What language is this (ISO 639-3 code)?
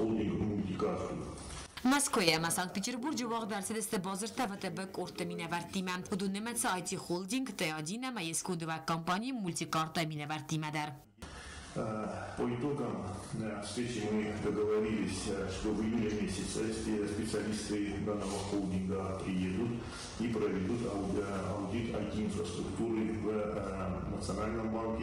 oss